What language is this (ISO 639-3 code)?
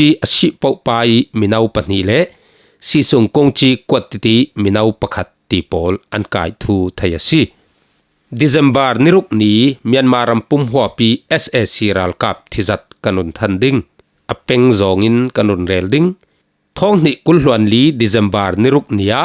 cfm